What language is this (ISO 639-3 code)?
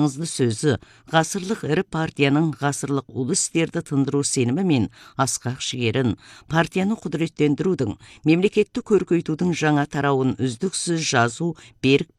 kaz